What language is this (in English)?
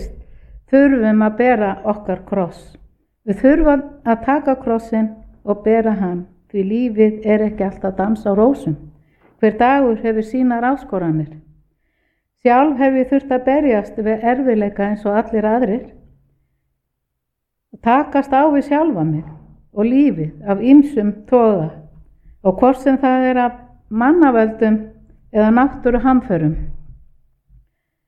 Icelandic